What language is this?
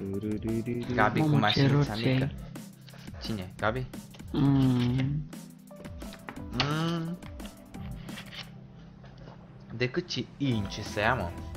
Romanian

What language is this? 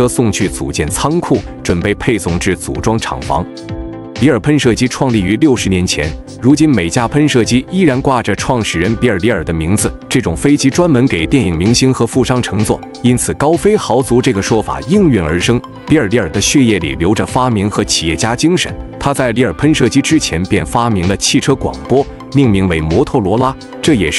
Chinese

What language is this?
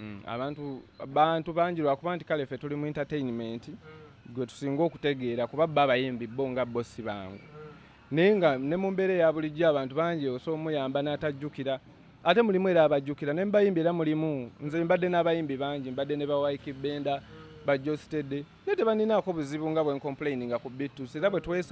Ganda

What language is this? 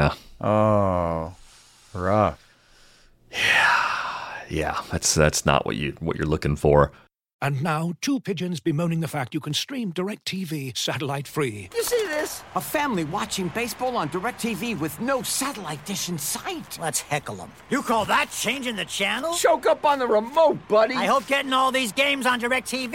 English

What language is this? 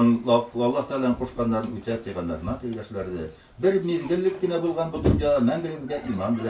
Bashkir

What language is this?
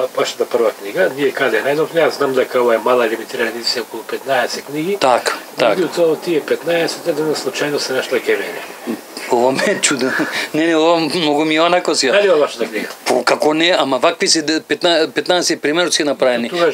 Macedonian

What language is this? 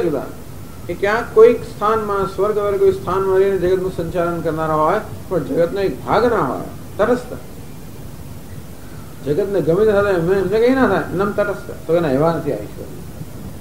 Gujarati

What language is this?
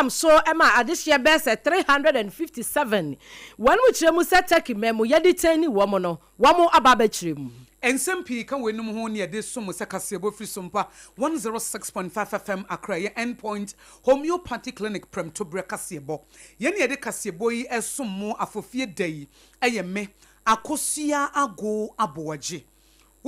Akan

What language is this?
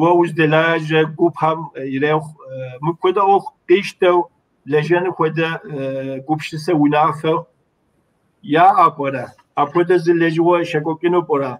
Kabardian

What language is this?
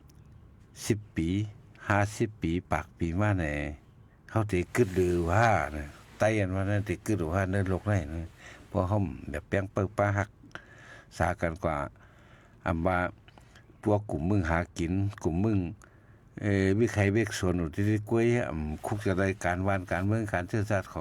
Shan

